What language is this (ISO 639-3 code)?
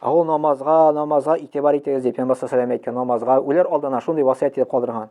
tat